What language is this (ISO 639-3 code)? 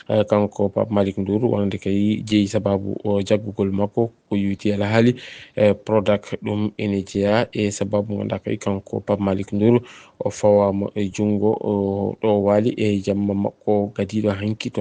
ful